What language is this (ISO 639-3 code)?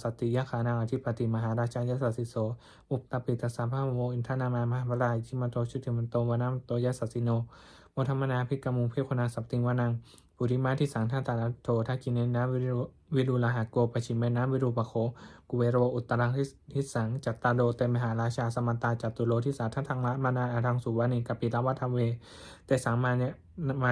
pli